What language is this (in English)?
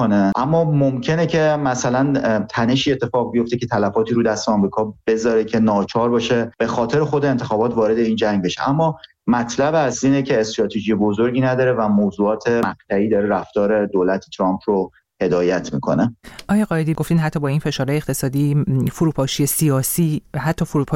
Persian